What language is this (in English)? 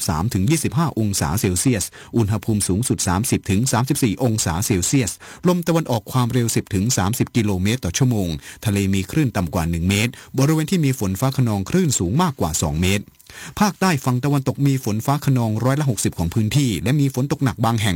Thai